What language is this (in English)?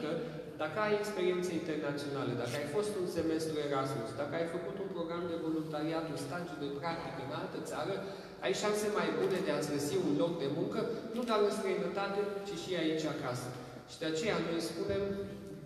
Romanian